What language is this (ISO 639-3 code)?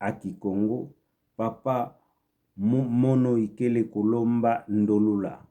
ktu